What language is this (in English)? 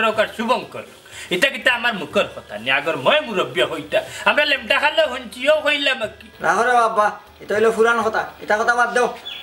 Sylheti